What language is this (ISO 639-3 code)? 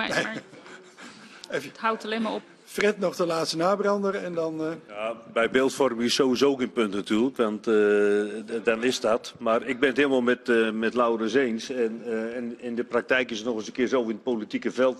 nld